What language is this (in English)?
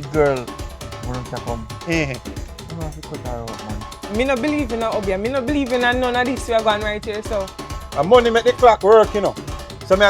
Jamaican Creole English